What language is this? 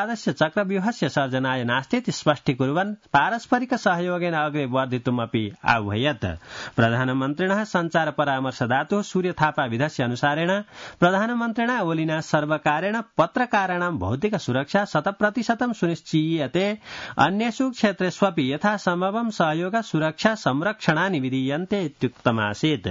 Sanskrit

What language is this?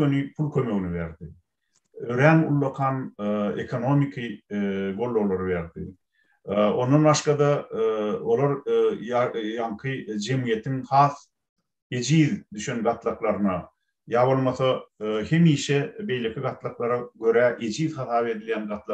Turkmen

